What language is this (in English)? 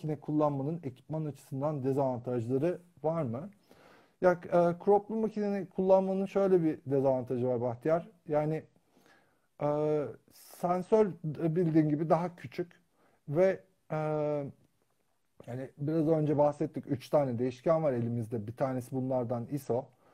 Turkish